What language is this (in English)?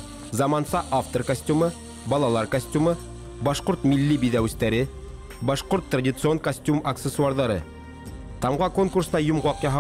Bashkir